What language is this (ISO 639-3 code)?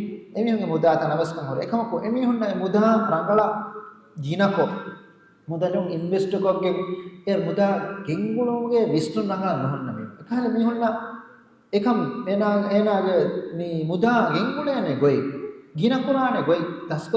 div